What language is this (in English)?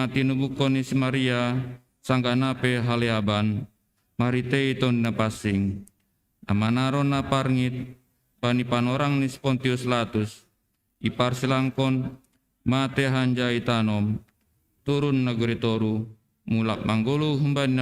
Batak Simalungun